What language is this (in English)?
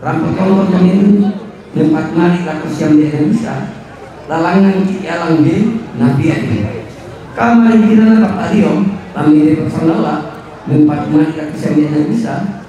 Toraja-Sa'dan